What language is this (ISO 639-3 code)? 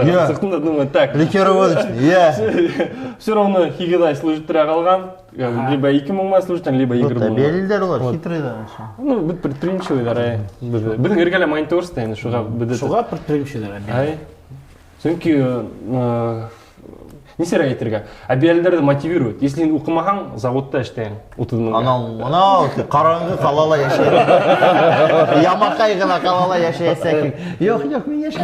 bak